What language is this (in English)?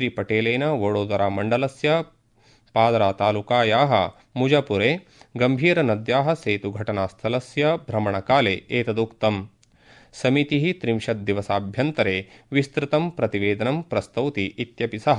Sanskrit